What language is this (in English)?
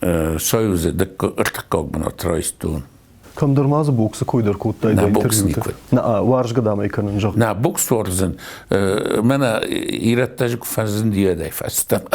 Ossetic